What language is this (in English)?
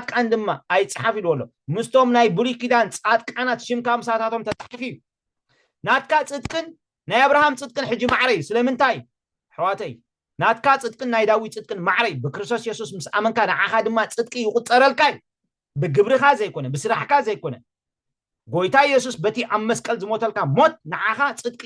Tigrinya